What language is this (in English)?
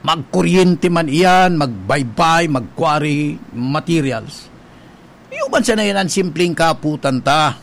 Bikol